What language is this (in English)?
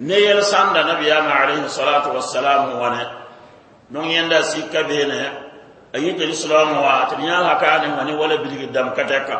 Mossi